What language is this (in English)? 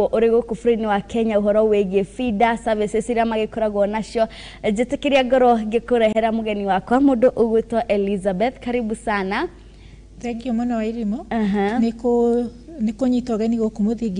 Kikuyu